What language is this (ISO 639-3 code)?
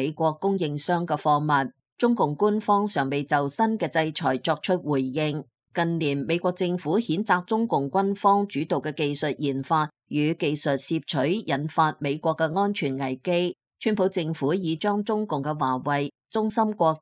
yue